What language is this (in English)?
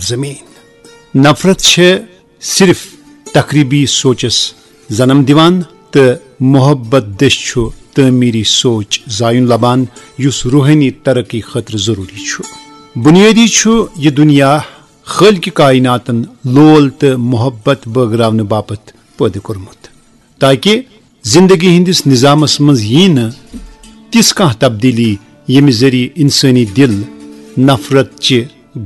Kashmiri